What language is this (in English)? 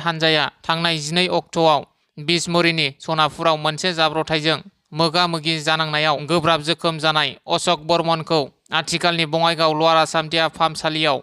Bodo